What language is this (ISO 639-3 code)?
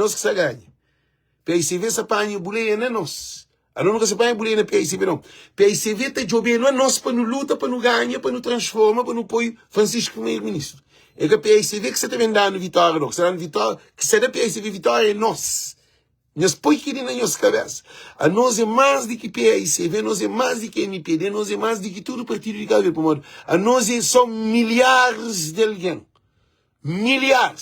kea